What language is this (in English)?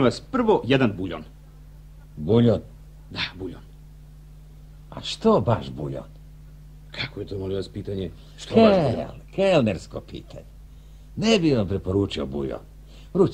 Serbian